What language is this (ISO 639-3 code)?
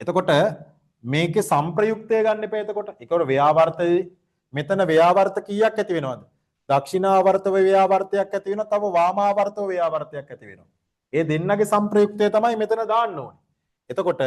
sin